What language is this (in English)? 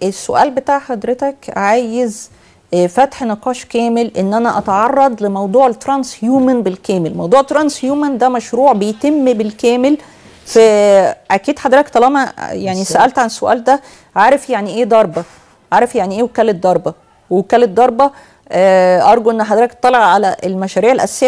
Egyptian Arabic